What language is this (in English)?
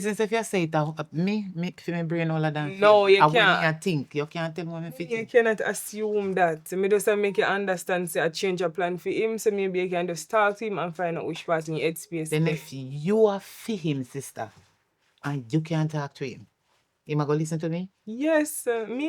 Jamaican Creole English